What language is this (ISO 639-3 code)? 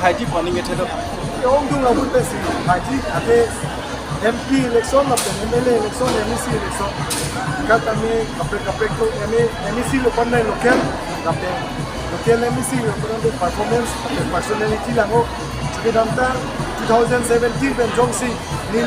mjw